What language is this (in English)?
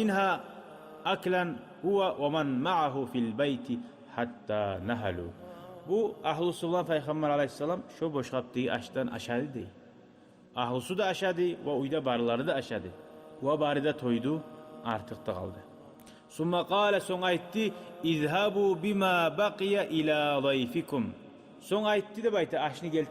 Kumyk